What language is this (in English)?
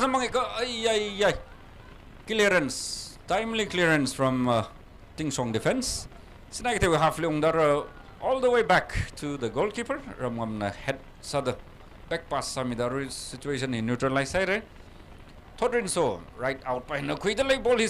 Tangkhul Naga (India)